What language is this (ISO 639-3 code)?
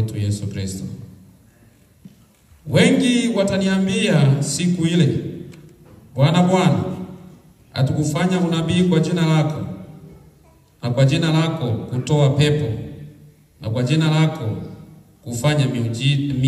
swa